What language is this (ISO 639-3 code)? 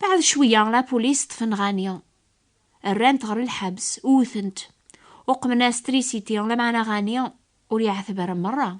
kab